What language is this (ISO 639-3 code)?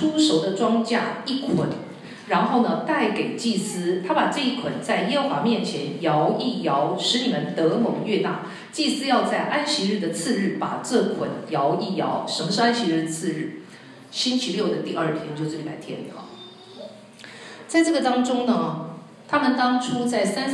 zho